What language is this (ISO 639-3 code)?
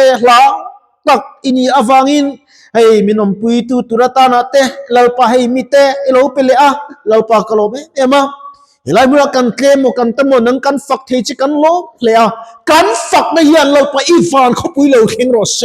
lus